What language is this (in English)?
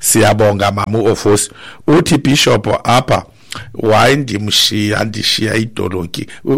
Xhosa